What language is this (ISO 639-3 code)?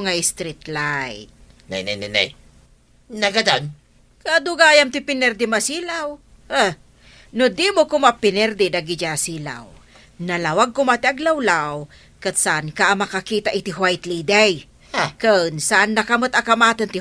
ilo